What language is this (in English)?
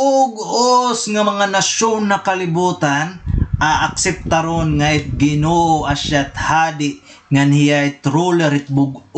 Waray